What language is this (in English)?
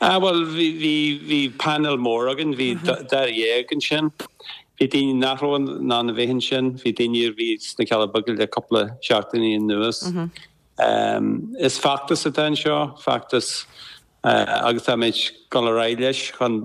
Irish